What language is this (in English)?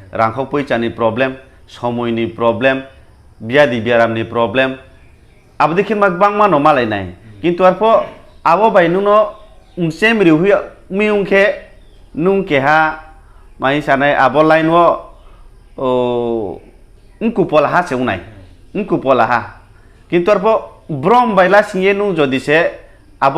Riang (India)